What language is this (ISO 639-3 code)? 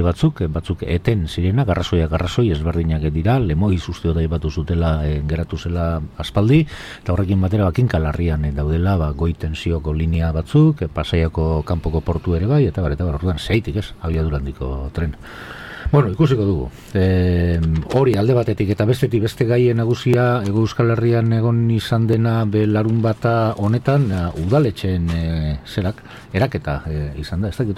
eus